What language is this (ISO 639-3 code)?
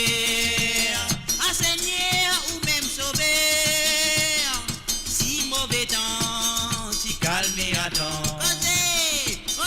mfe